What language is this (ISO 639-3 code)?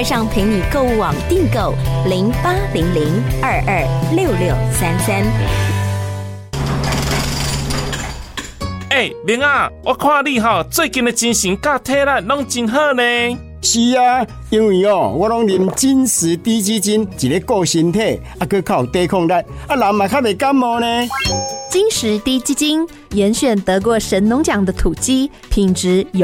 nan